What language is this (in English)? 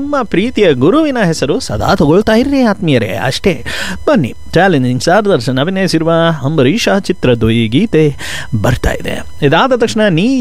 Kannada